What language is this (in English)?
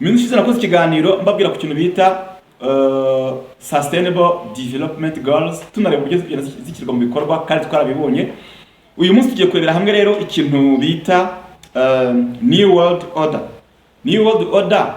Kinyarwanda